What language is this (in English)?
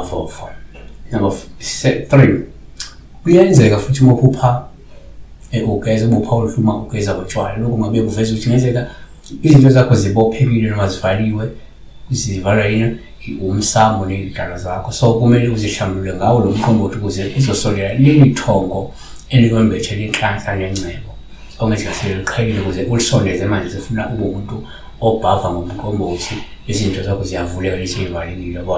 Zulu